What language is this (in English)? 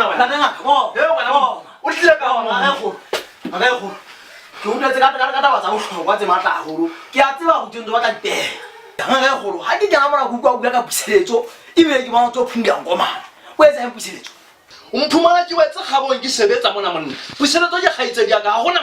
Southern Sotho